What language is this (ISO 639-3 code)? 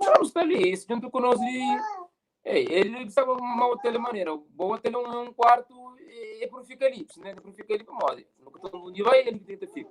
kea